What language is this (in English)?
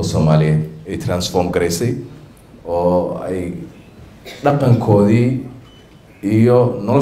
Somali